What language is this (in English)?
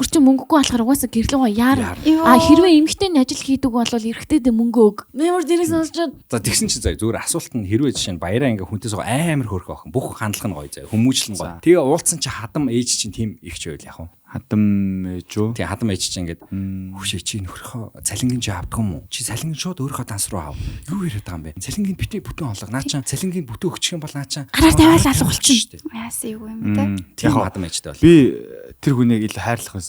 Mongolian